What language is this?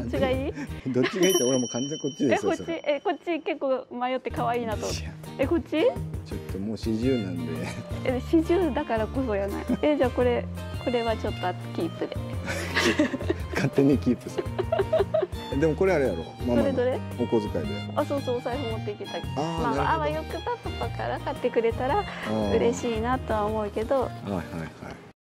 Japanese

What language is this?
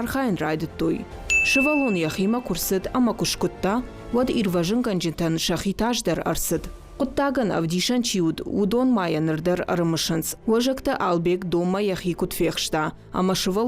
Ossetic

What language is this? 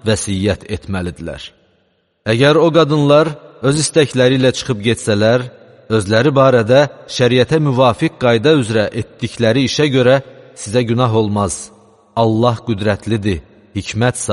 Azerbaijani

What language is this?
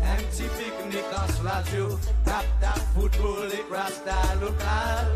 Seselwa Creole French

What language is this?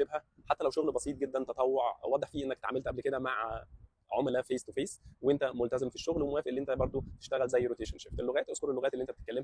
Egyptian Arabic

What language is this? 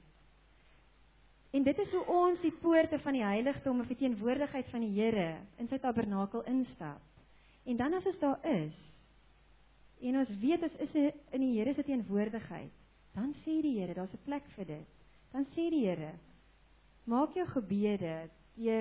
Afrikaans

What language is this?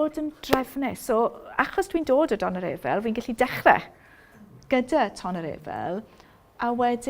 Welsh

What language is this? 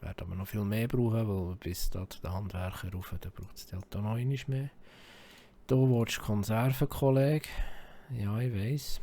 Swiss German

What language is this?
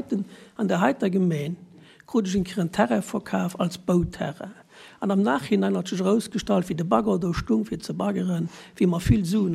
Luxembourgish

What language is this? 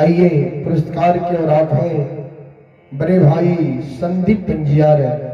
Maithili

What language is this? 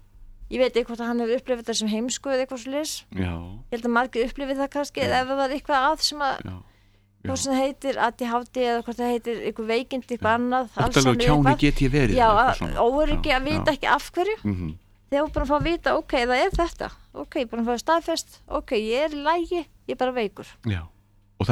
Icelandic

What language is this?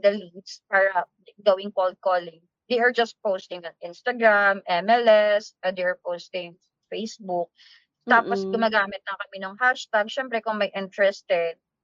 Filipino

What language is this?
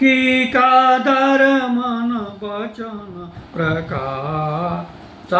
Maithili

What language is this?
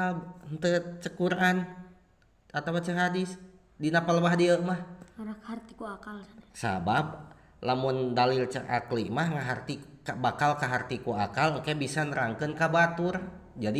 Sundanese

